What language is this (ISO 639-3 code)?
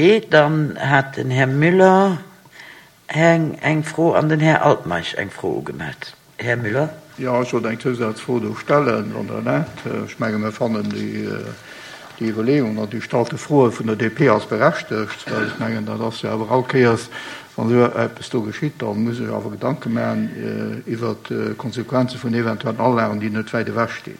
ltz